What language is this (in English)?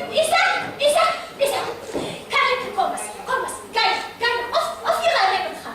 Ladino